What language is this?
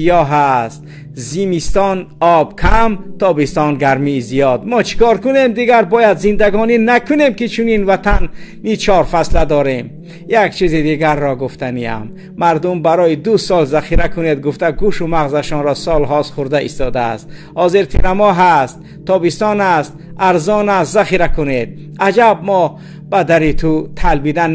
Tajik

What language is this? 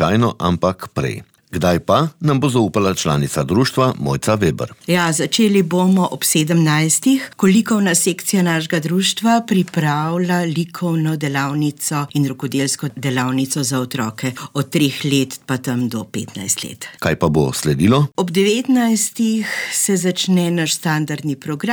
Slovenian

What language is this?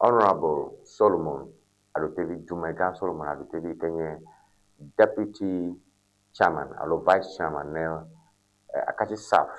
Ewe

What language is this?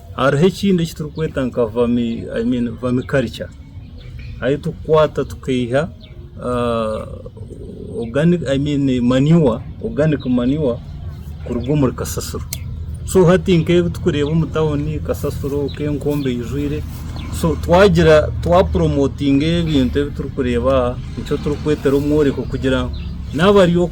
Nyankole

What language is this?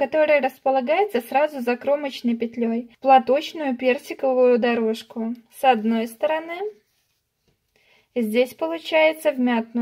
Russian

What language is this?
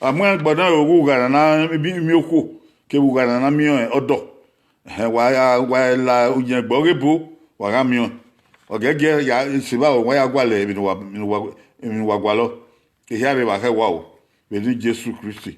Bini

